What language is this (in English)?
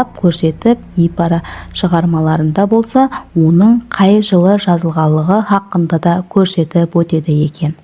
Kara-Kalpak